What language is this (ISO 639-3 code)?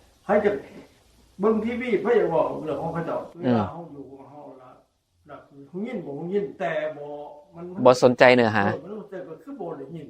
tts